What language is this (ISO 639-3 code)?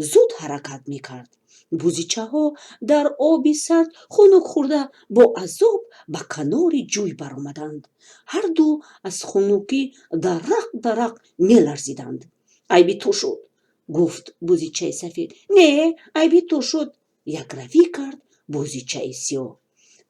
tgk